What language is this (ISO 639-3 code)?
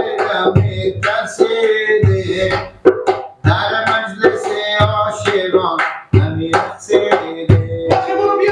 fas